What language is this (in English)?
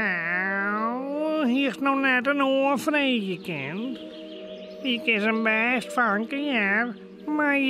Western Frisian